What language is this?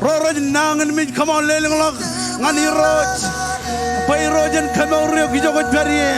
Marshallese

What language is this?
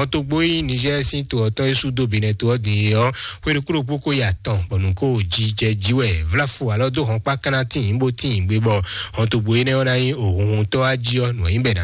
Fon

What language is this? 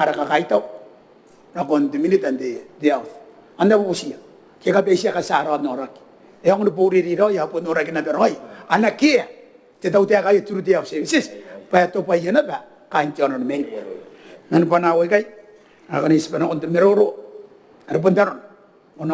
Gilbertese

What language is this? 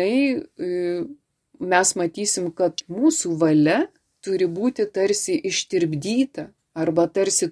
Lithuanian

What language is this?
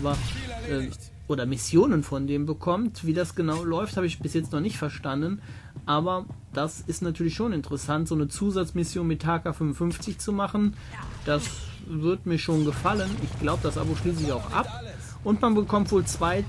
German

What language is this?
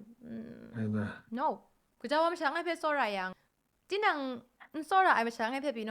Kachin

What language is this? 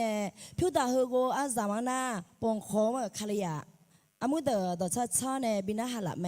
Akha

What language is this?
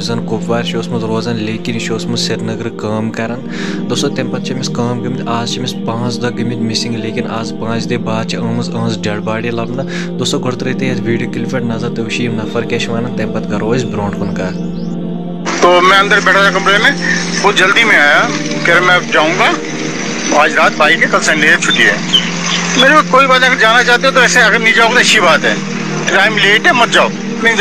Kashmiri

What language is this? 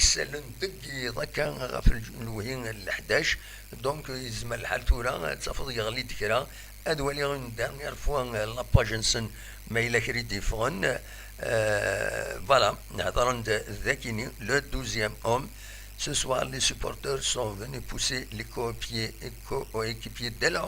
Kabyle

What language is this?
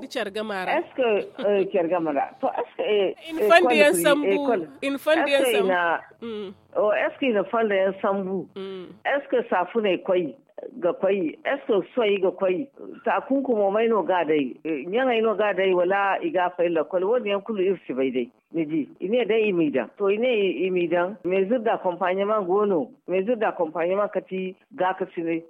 Zarma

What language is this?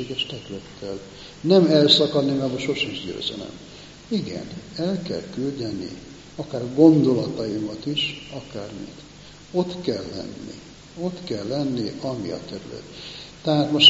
Hungarian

